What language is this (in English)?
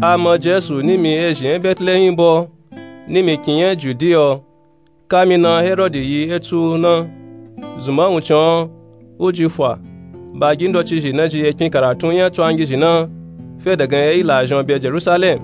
Nupe-Nupe-Tako